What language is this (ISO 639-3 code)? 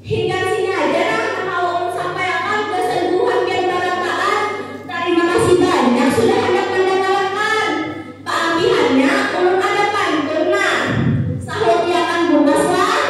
bjn